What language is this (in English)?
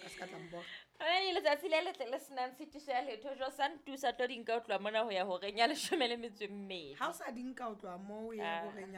Southern Sotho